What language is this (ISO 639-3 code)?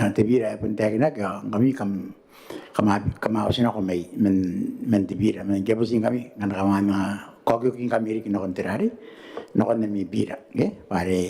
gil